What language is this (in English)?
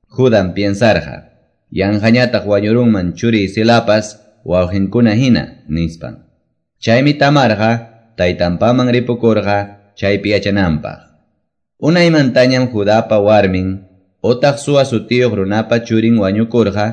Quechua